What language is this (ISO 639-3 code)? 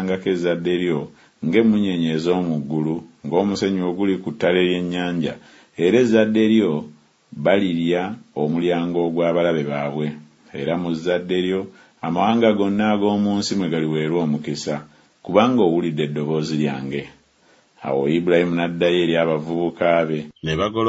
lug